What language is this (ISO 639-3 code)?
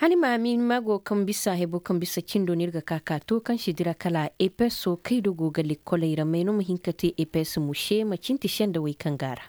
dje